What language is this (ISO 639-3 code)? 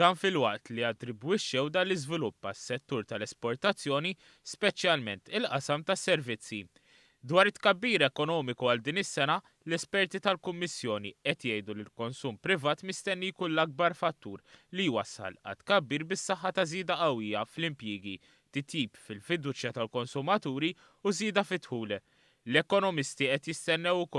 mlt